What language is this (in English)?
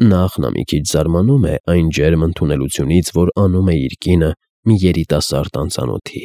Armenian